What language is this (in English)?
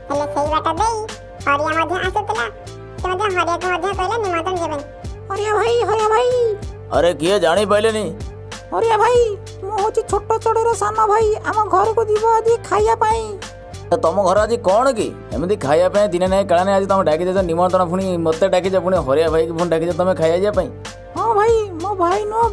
Odia